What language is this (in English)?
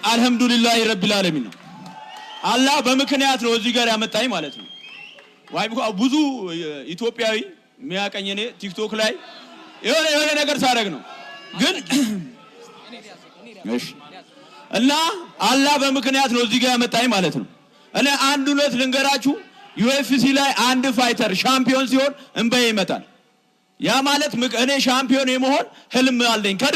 Amharic